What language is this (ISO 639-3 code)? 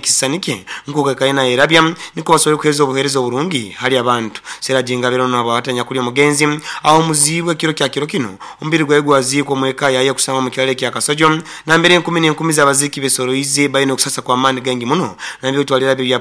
nyo